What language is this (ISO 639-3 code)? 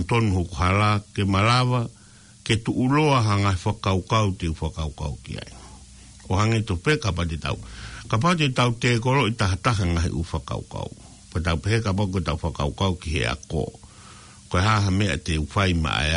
ton